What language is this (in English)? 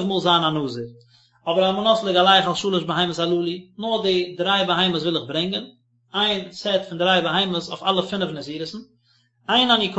Yiddish